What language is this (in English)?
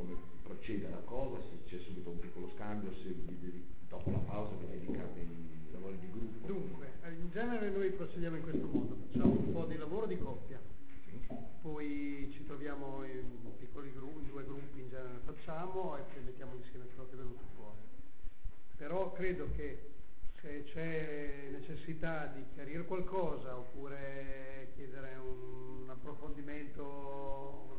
Italian